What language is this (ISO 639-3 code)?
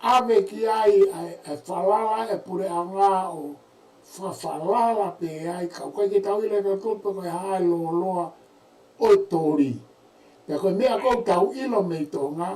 ton